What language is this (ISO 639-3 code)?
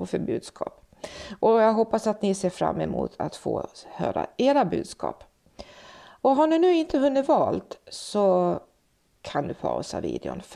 swe